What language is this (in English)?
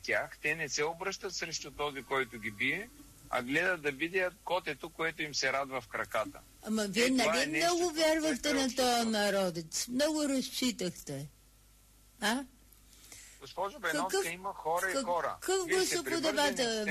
Bulgarian